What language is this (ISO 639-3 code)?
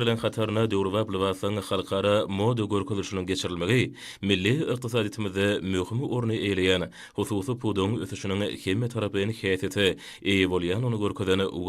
tuk